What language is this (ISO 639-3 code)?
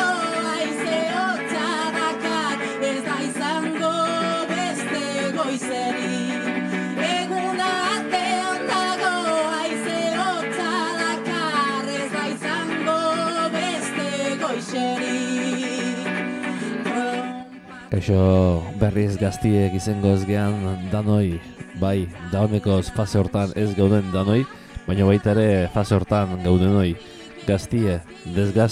eus